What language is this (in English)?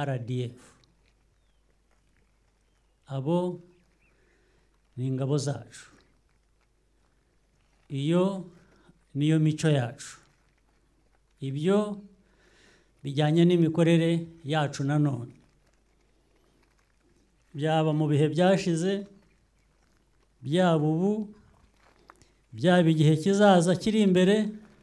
Kinyarwanda